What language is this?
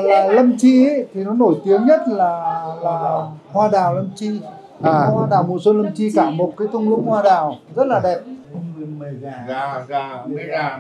Vietnamese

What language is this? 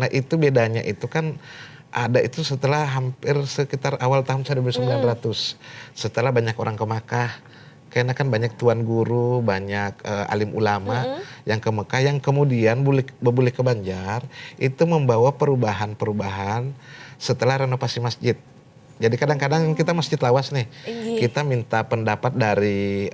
Banjar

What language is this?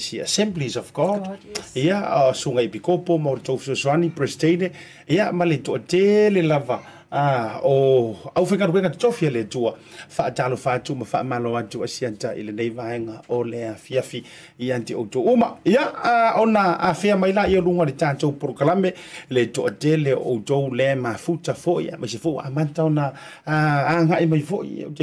Samoan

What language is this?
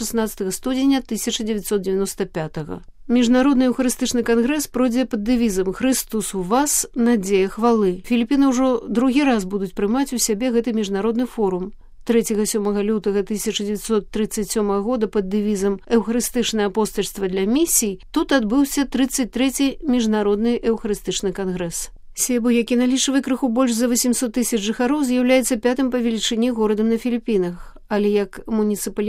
Belarusian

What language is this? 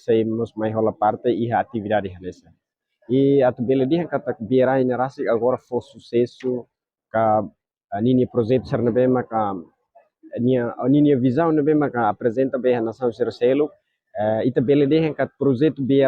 Tetum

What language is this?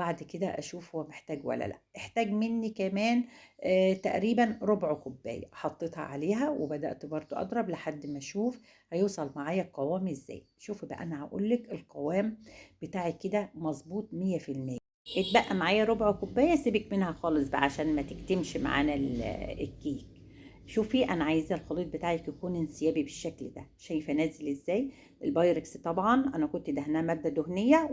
Egyptian Arabic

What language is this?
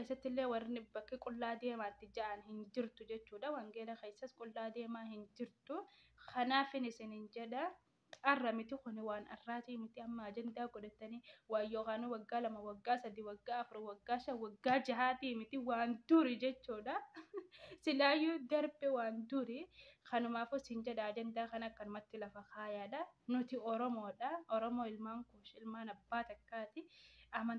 Oromo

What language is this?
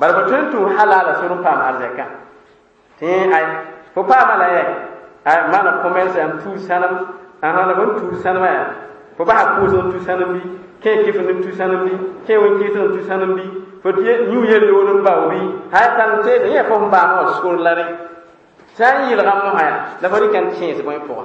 Mossi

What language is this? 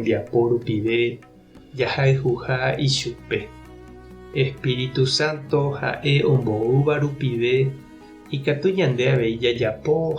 Guarani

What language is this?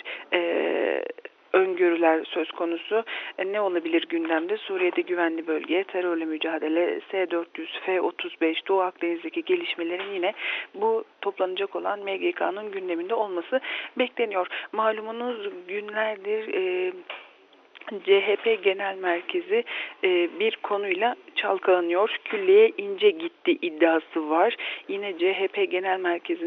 Turkish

